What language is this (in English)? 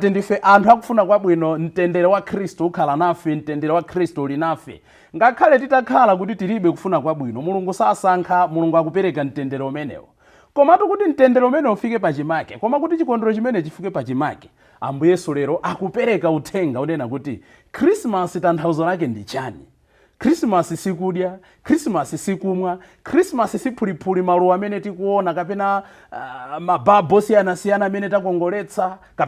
Nyanja